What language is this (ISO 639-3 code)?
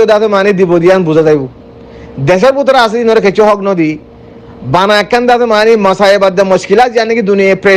rhg